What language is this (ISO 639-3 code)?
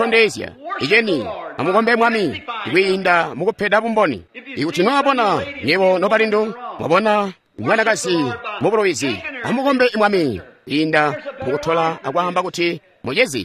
toi